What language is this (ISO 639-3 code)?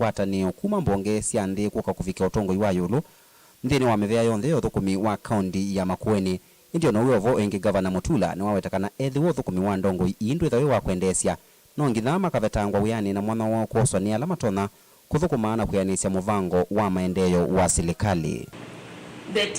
kam